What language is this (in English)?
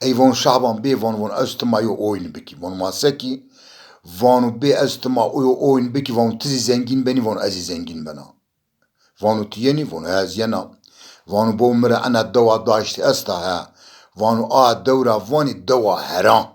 Zaza